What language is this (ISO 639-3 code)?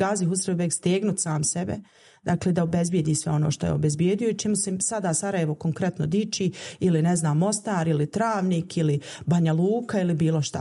bos